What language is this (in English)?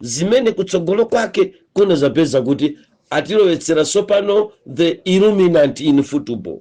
Nyanja